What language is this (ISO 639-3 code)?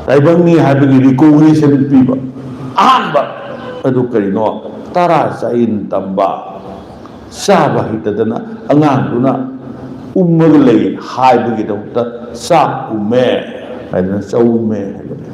mni